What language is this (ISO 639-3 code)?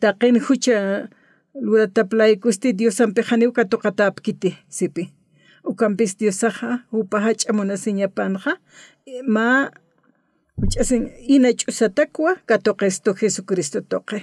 aym